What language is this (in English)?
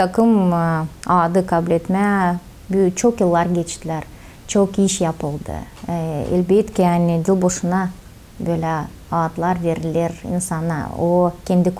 Gagauz